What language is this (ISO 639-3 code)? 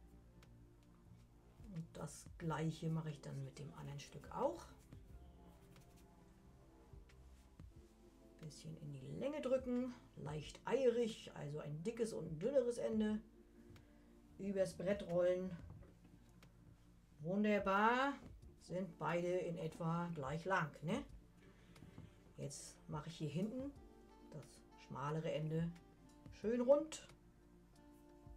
deu